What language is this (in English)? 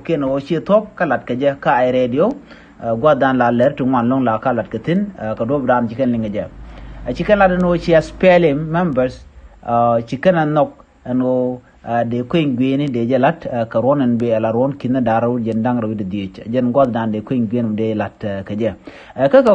Nuer